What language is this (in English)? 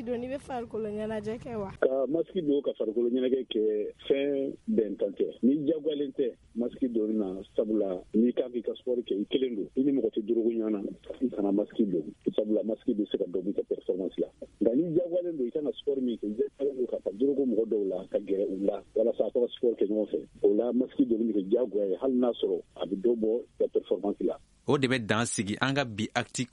Bambara